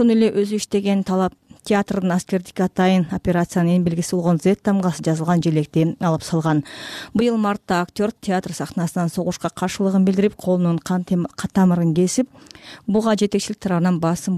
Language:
Kyrgyz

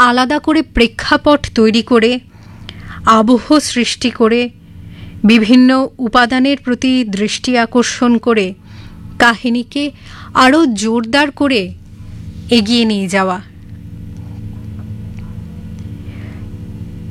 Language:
Bangla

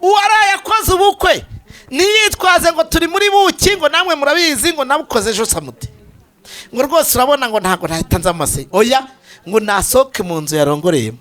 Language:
Kinyarwanda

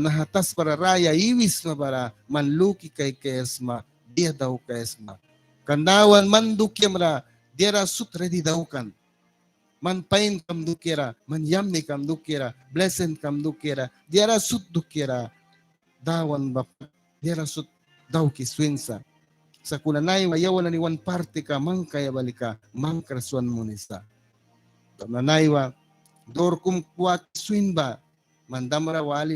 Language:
Mískito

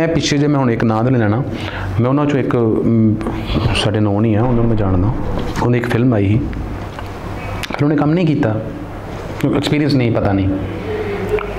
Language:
Punjabi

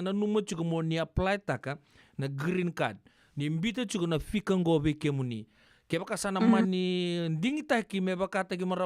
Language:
Fijian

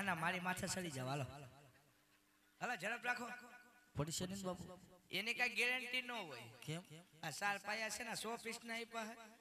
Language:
Gujarati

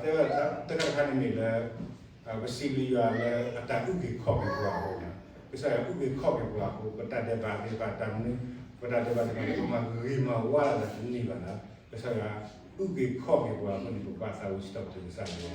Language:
S'gaw Karen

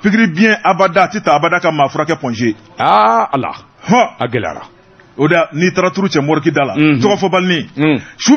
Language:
Bambara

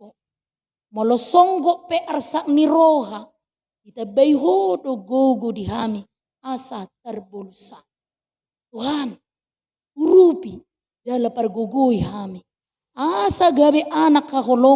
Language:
Batak Toba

